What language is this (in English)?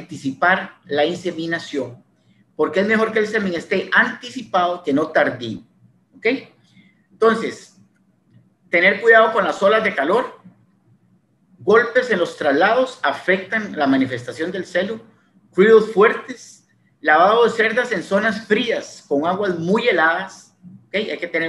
Spanish